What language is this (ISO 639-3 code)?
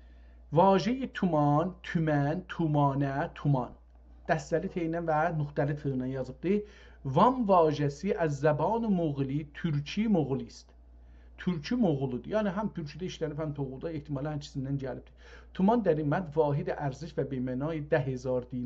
azb